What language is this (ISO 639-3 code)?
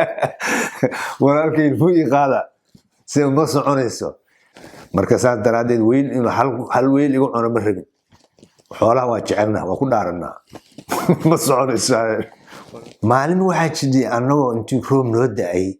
som